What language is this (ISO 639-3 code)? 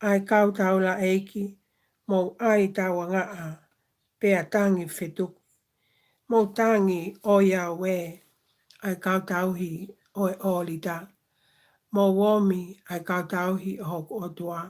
ton